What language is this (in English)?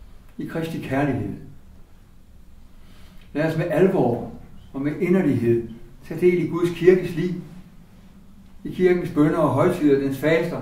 Danish